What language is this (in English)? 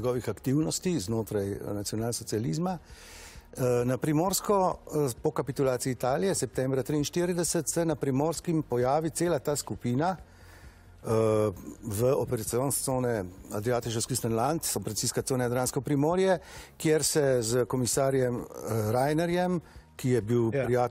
Slovenian